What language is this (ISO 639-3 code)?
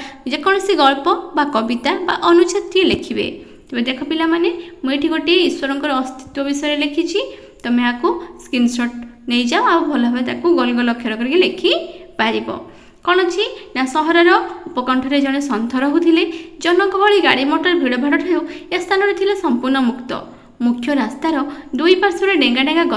ori